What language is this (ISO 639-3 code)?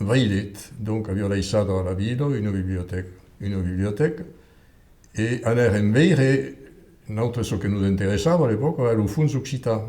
oci